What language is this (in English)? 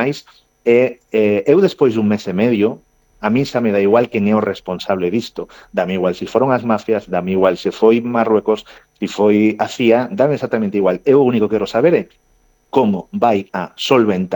Galician